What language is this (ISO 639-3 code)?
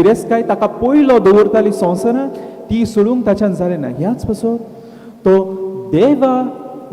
kok